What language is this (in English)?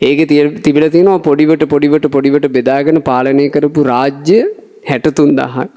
Sinhala